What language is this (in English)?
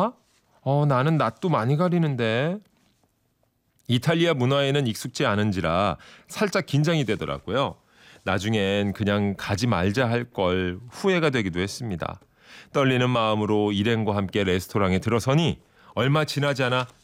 Korean